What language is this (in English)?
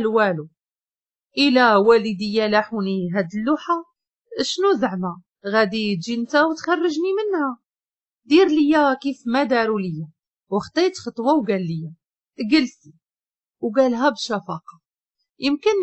Moroccan Arabic